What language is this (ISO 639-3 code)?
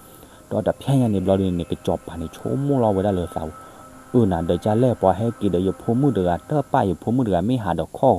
ksw